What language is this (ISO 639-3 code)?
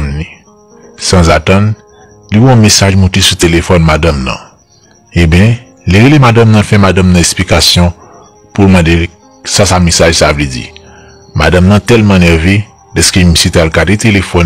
hat